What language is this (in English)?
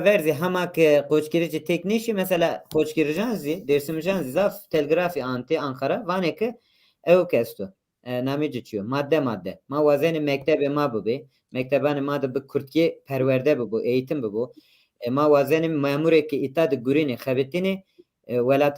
Zaza